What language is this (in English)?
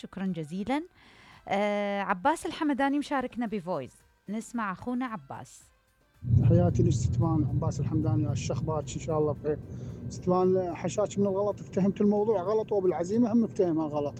Mesopotamian Arabic